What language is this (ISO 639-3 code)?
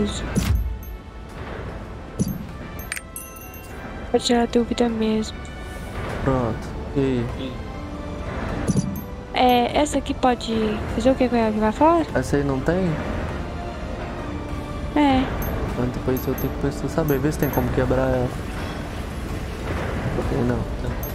por